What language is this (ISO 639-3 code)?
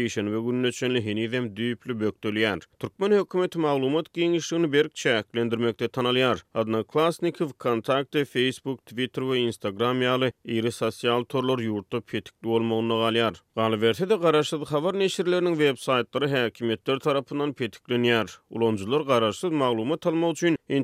tuk